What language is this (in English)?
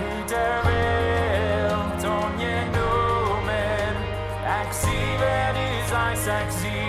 Plautdietsch